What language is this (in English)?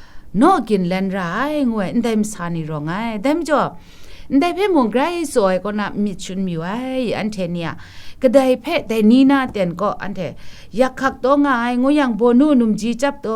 Kachin